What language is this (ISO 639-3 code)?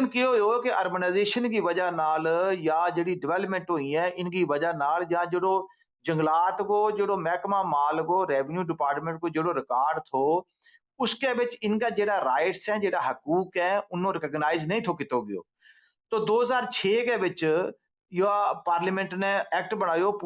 gju